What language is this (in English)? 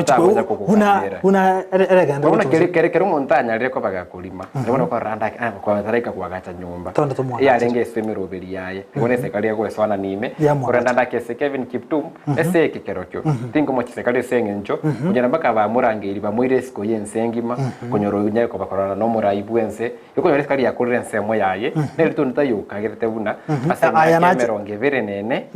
Gusii